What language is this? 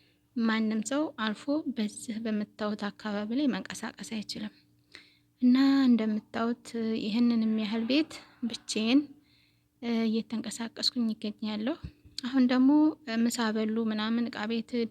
Amharic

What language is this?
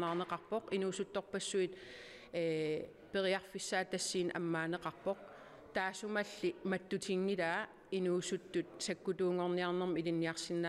Kalaallisut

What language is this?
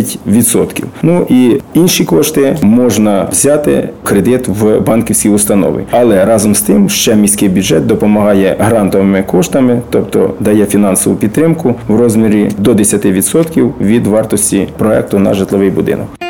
Ukrainian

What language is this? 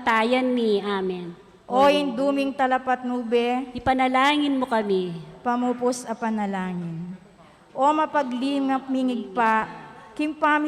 Pampanga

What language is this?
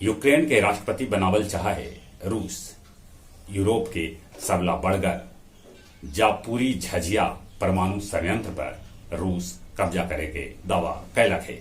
Magahi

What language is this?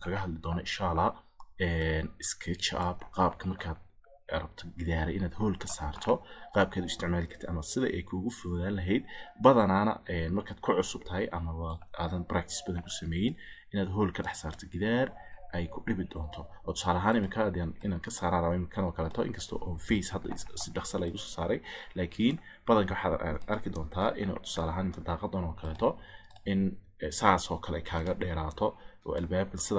Somali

